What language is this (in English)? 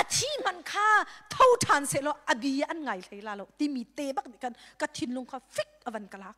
Hakha Chin